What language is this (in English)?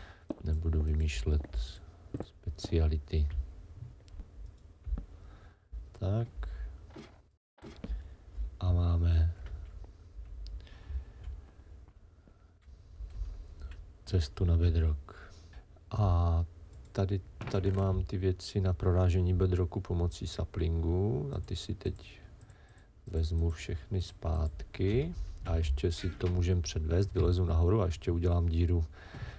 Czech